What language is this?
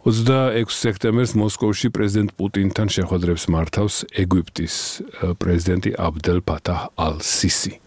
Georgian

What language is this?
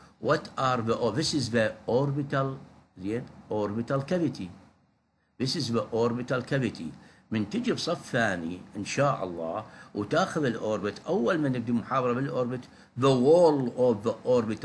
Mesopotamian Arabic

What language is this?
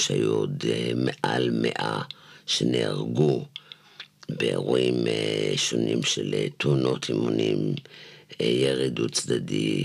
Hebrew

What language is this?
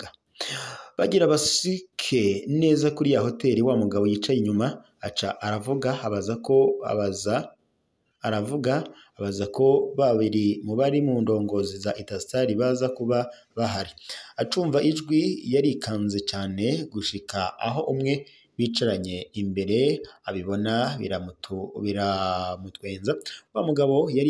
Rundi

